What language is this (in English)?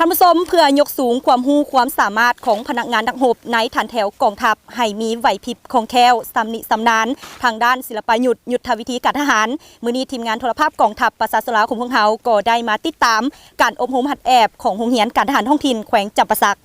Lao